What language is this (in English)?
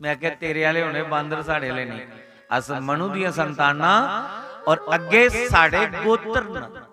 Dogri